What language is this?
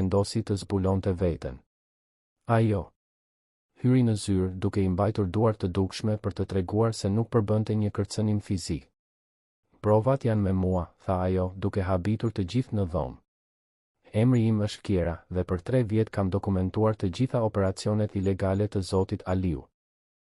Albanian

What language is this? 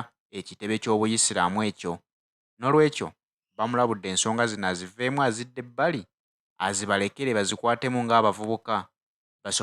Ganda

